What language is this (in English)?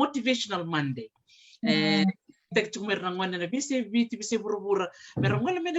Fijian